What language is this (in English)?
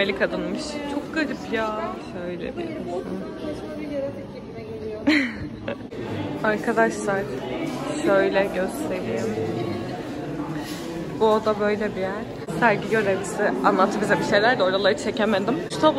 Turkish